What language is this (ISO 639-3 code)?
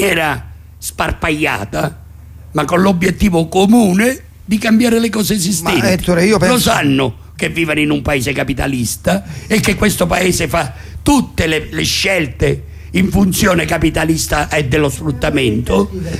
ita